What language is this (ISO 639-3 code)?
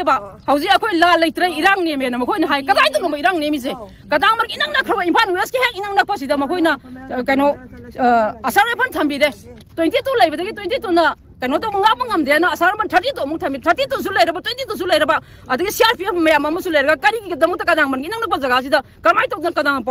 mni